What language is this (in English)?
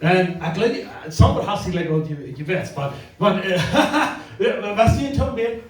Plautdietsch